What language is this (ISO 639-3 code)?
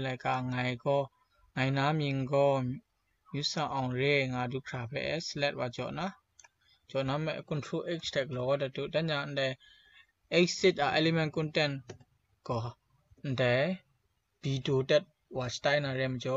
kac